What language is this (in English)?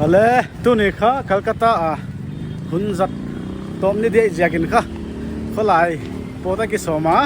Paite Chin